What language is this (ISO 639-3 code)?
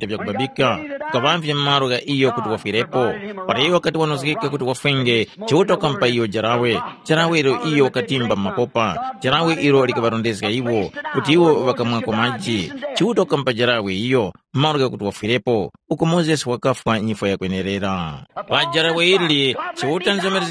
tum